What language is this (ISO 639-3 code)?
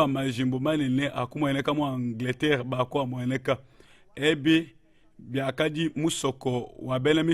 lua